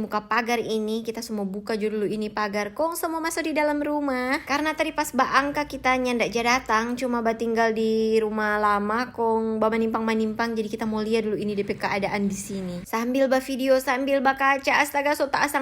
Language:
Manado Malay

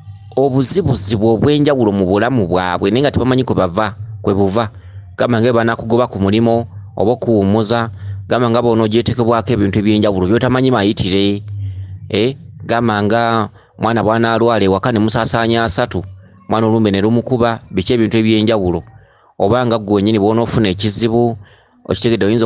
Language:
Ganda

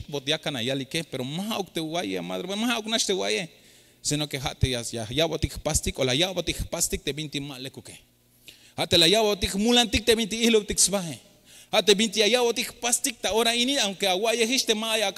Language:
Tzeltal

